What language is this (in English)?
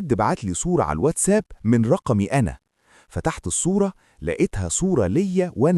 Egyptian Arabic